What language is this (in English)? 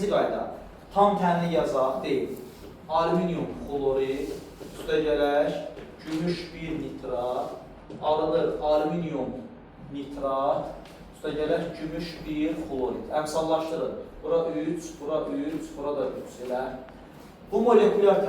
Azerbaijani